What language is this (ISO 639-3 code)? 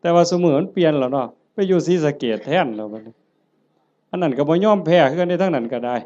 tts